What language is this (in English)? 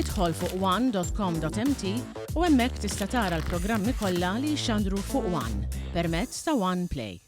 Maltese